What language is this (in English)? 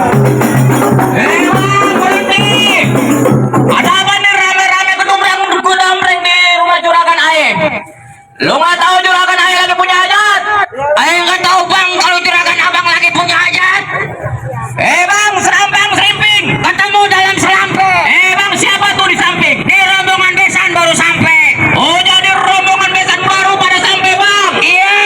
Betawi